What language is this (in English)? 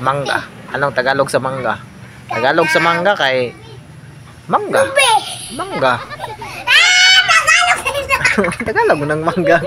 Cebuano